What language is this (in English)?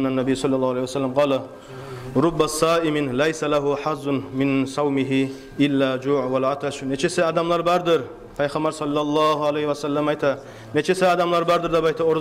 Kumyk